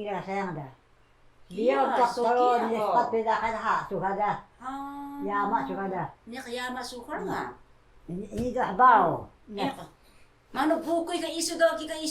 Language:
Taroko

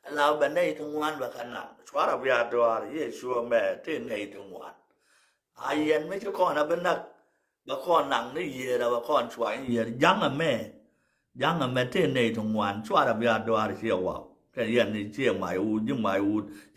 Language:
Nuer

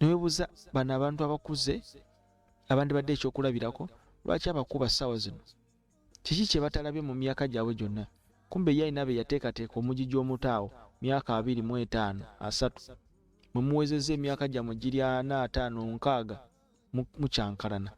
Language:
Ganda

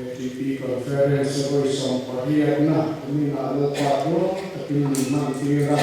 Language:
Mizo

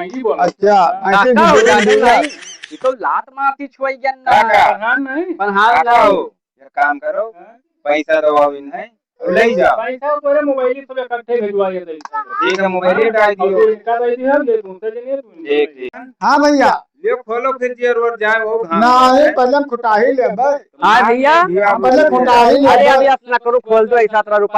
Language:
Awadhi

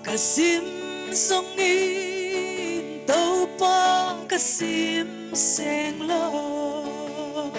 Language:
Paite Chin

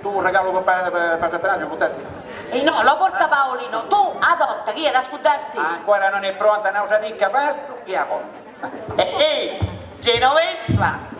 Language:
Sicilian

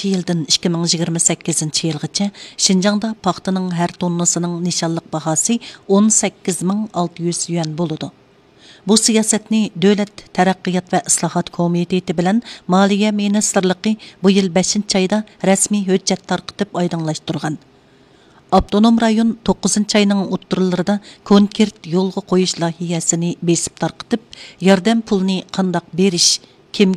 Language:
Uyghur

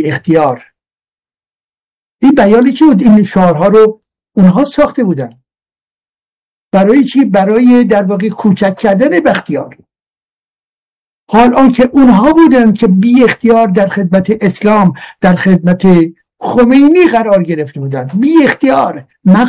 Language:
Persian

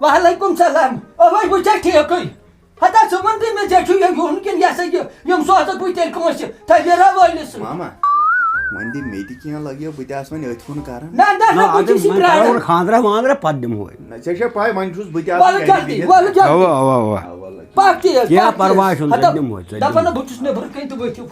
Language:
Kashmiri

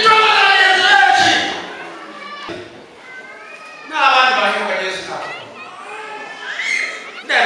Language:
Kinyarwanda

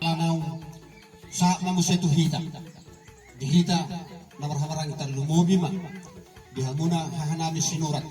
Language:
Batak Toba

